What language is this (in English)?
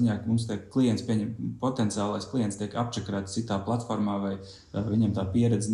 Latvian